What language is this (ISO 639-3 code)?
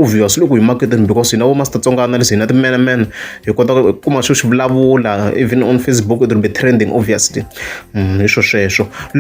tso